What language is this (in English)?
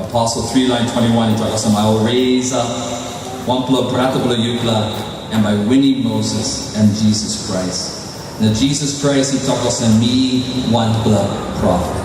Tok Pisin